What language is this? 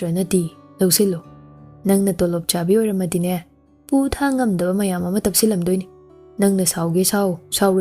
Manipuri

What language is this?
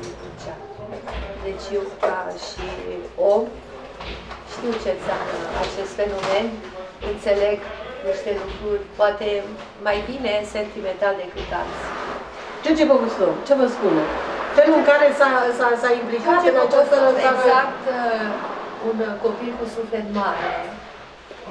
Romanian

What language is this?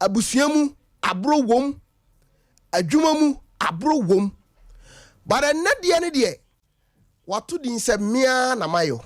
Akan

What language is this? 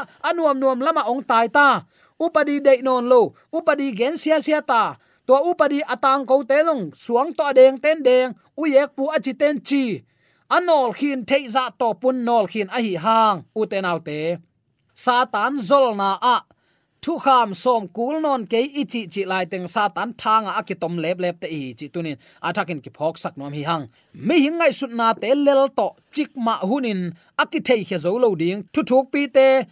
Tedim Chin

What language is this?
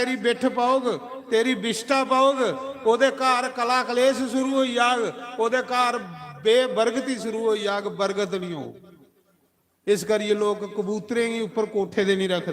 Dogri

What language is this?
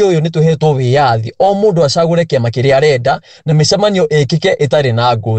Kikuyu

